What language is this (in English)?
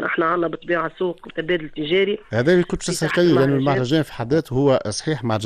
Tunisian Arabic